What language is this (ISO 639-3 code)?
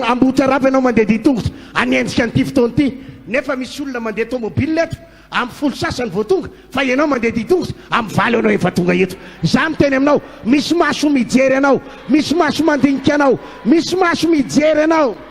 mlg